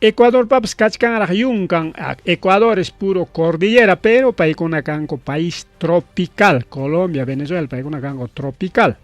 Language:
Ayacucho Quechua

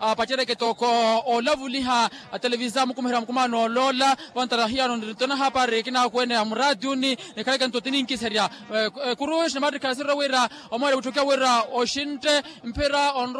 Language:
Makhuwa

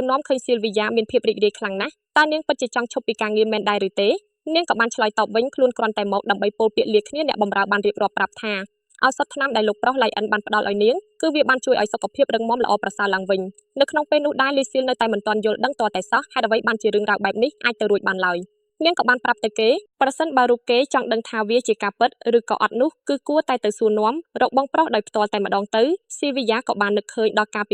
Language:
Khmer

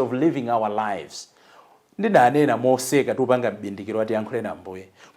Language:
Nyanja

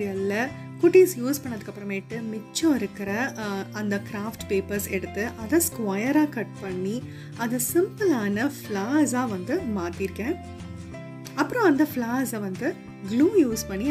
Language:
Tamil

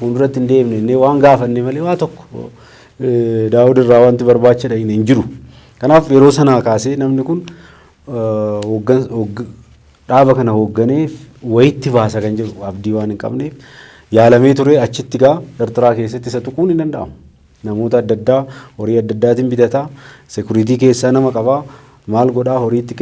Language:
Oromo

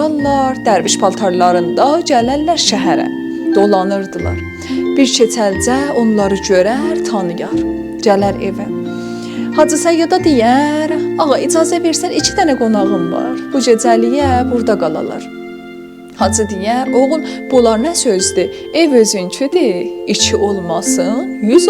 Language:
South Azerbaijani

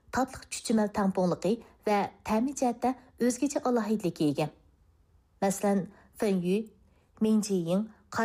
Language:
Uyghur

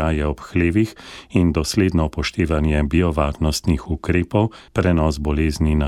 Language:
Slovenian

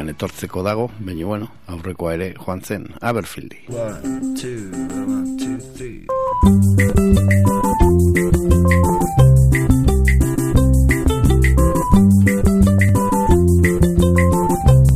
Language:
Basque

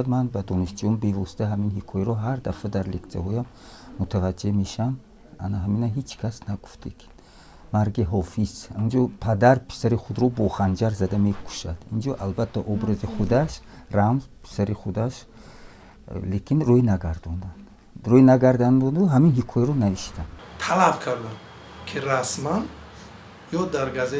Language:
Tajik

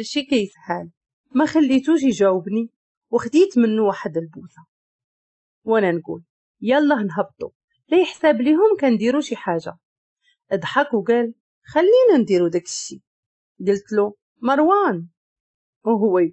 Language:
Moroccan Arabic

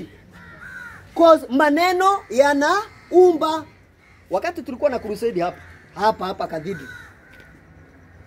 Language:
Swahili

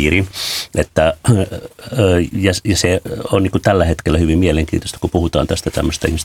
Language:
Finnish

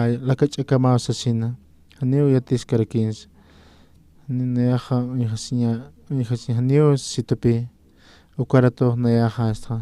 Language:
Aymara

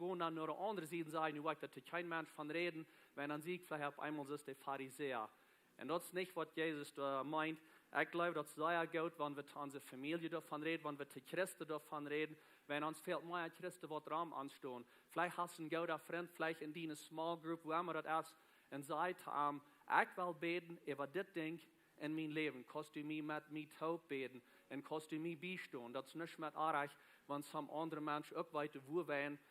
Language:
Plautdietsch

